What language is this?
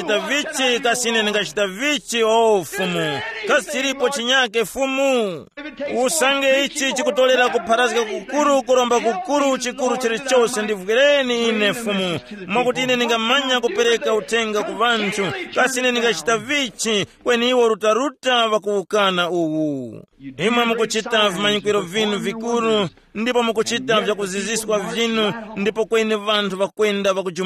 Tumbuka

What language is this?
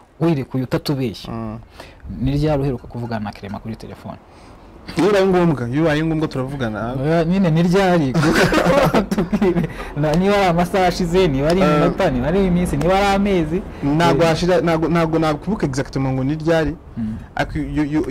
Kinyarwanda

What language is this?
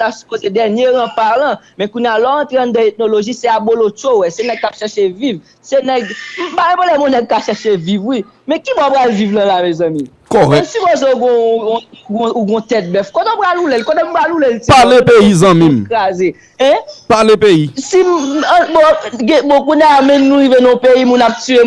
Haitian Creole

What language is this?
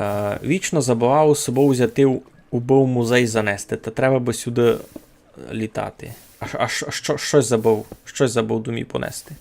Rusyn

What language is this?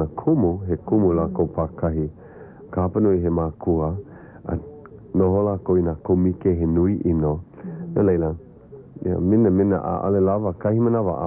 Hawaiian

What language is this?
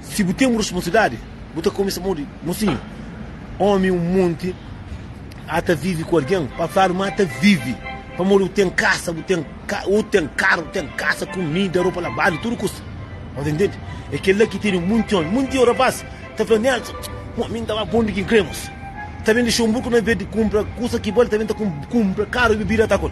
Kabuverdianu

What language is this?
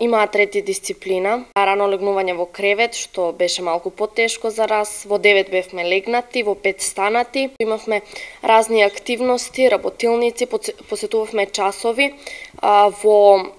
Macedonian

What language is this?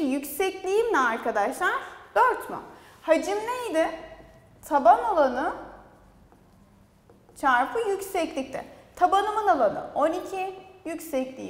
Turkish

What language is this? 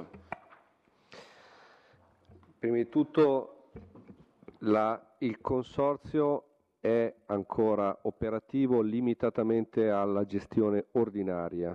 Italian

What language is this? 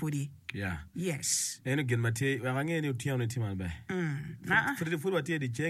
Acoli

